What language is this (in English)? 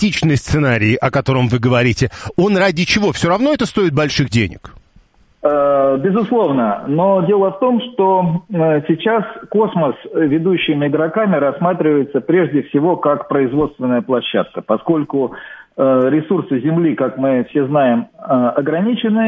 Russian